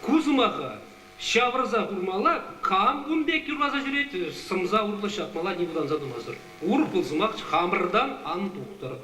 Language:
Chuvash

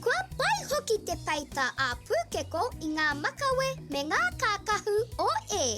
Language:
Māori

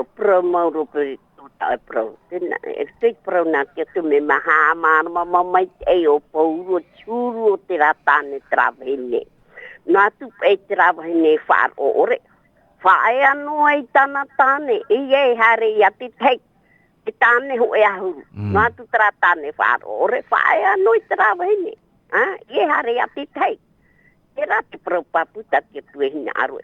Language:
Tahitian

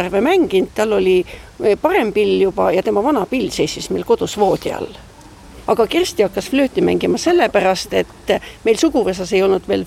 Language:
Estonian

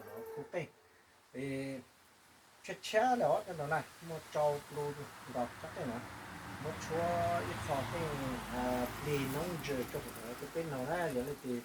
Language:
Hmong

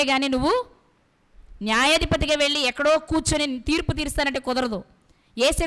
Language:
Telugu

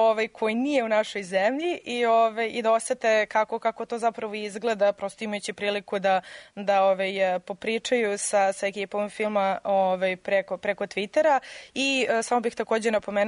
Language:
Serbian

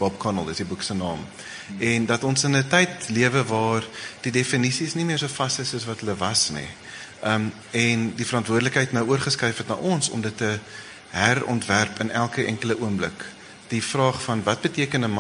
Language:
Afrikaans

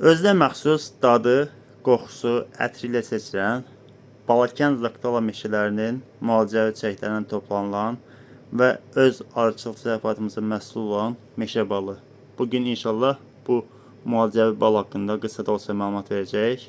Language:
Azerbaijani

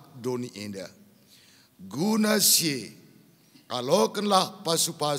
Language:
Batak Karo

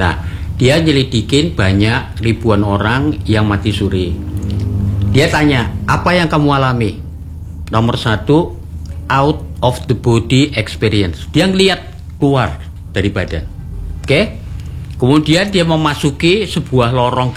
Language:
Indonesian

